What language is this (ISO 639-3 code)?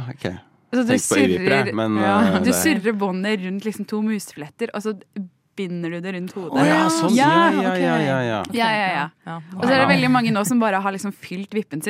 nor